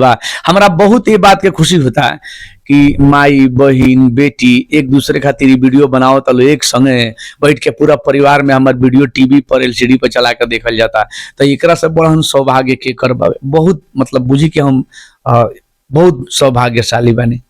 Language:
Bhojpuri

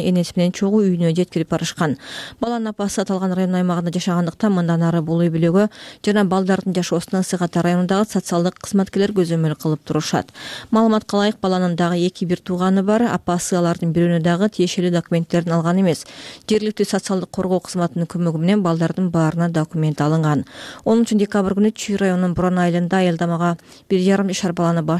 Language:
Kyrgyz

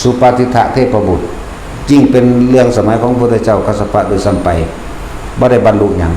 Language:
Northeastern Thai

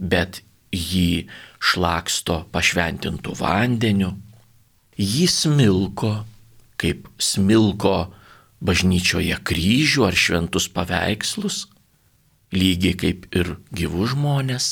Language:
Lithuanian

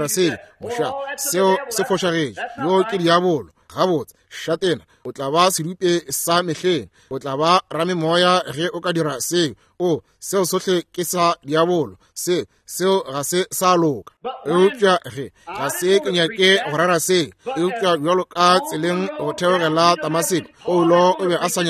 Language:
Northern Sotho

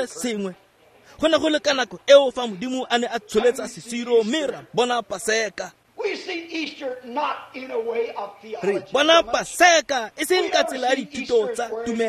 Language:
Tswana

